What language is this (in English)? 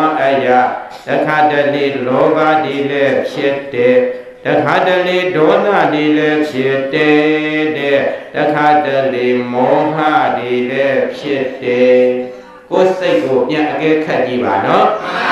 Burmese